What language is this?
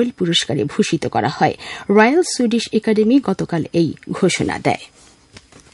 Bangla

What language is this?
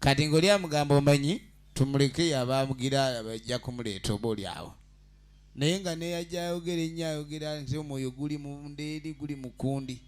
Ganda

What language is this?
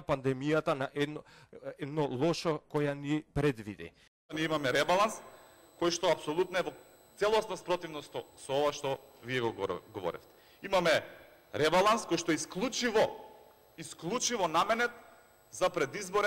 Macedonian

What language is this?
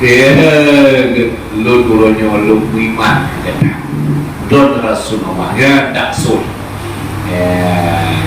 Achinese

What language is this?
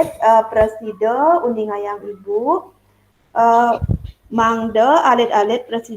Balinese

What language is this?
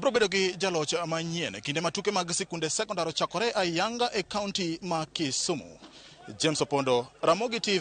Luo (Kenya and Tanzania)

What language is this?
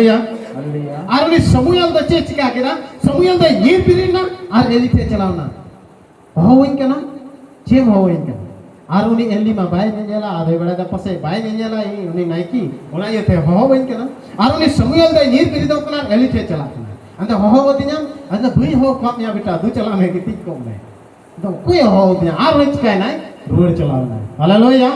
Santali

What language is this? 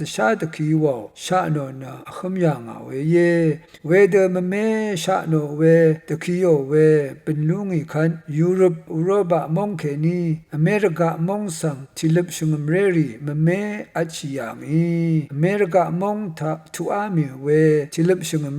Rawang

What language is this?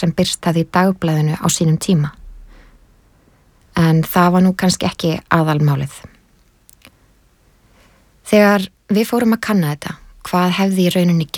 Icelandic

